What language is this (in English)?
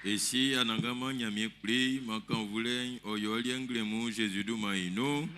Baoulé